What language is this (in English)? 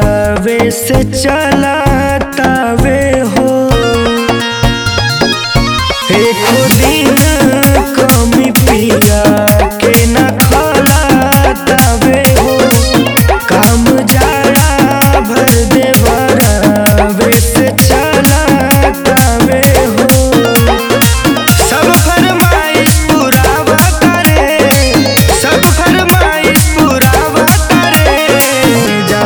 Bhojpuri